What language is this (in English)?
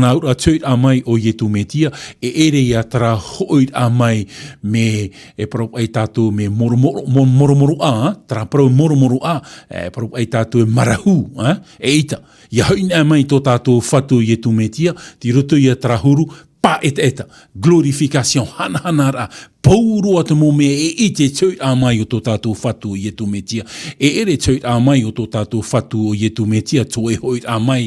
Tahitian